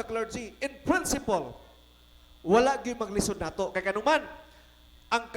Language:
Cebuano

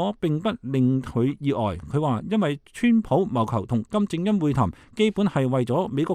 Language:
Cantonese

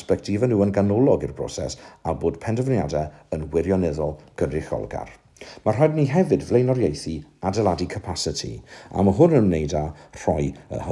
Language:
Welsh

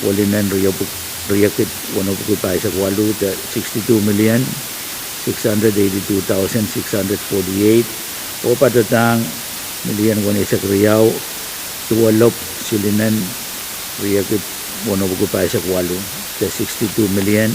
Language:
Pohnpeian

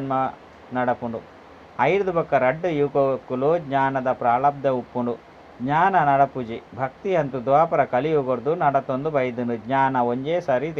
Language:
Tulu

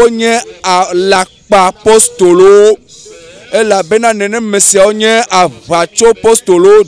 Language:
Ewe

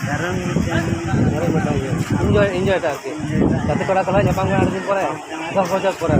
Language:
Santali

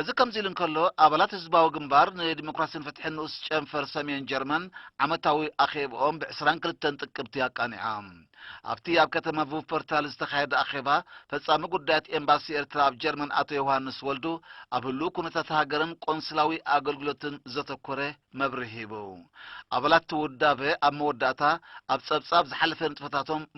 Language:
Tigrinya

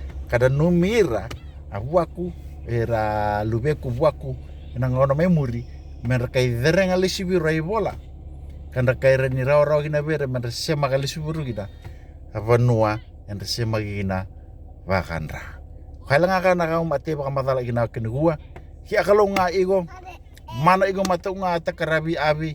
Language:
Fijian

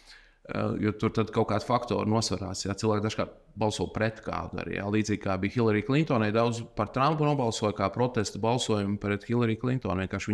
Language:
Latvian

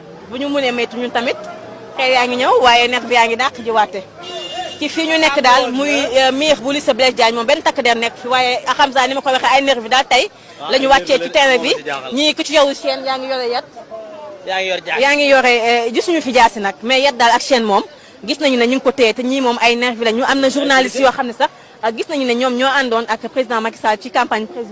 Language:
Wolof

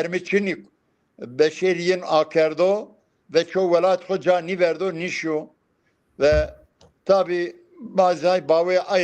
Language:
Zaza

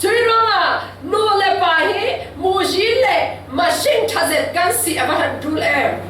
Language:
Falam Chin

